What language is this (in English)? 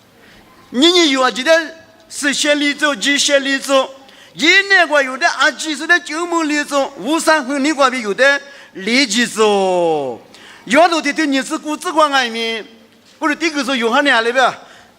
Lisu